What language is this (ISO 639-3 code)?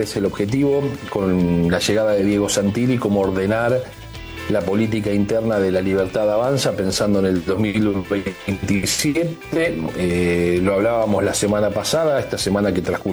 spa